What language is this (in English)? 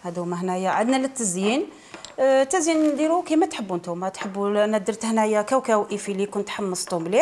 Algerian Arabic